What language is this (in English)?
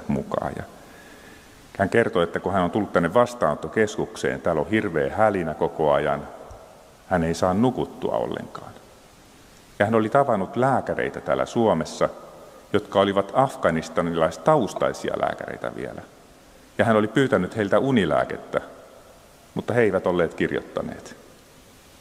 Finnish